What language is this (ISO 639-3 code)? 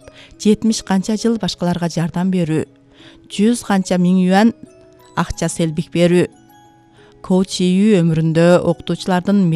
kir